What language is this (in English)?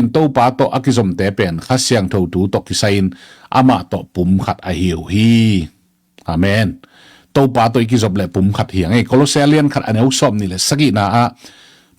Tedim Chin